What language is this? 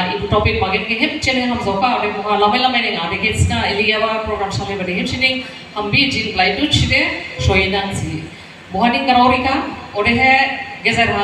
Dimasa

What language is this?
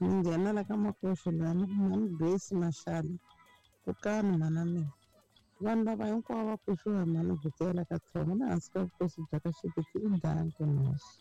Tsonga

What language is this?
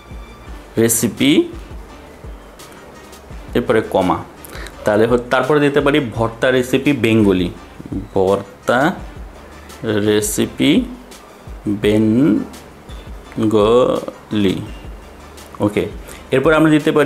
Bangla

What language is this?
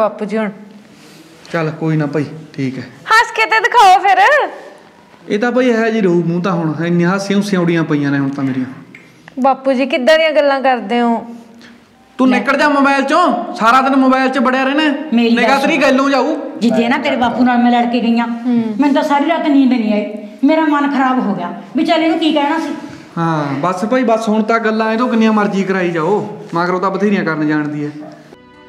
Punjabi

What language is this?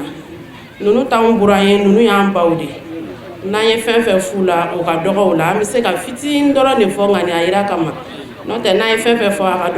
Bambara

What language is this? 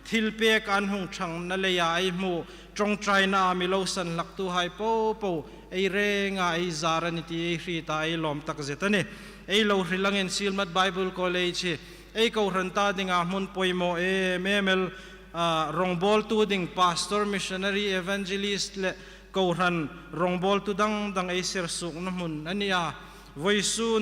Hmar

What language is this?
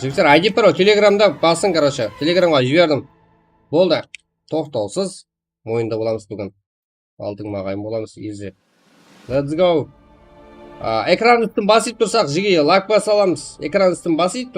Kara-Kalpak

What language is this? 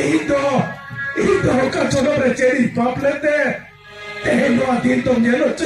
Santali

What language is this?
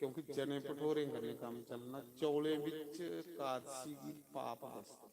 Dogri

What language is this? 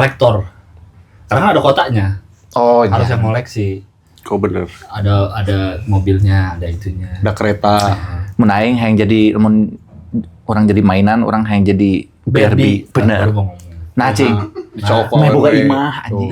Sundanese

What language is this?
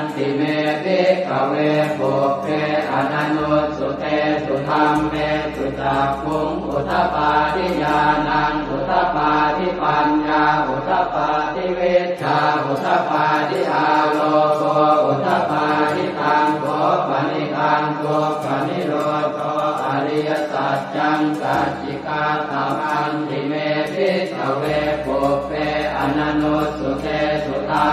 Pali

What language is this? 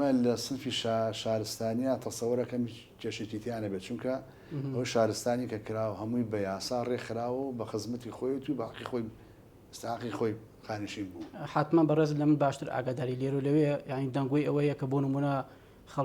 Central Kurdish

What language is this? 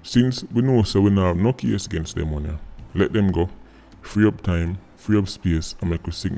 Jamaican Creole English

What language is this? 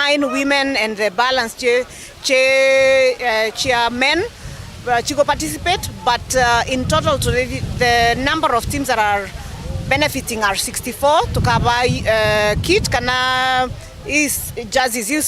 Meru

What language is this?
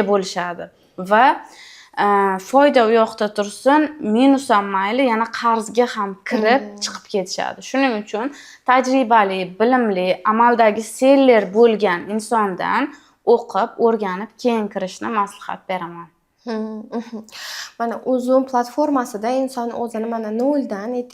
Uzbek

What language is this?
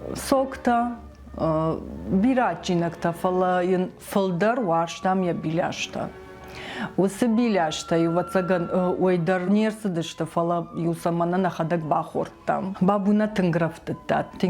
Ossetic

